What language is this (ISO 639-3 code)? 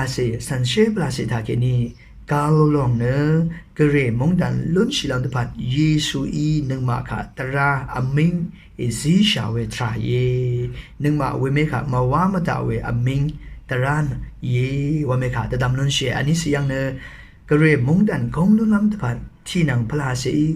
raw